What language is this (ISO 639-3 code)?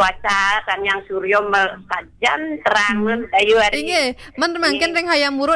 ban